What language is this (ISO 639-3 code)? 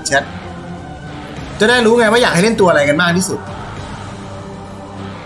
tha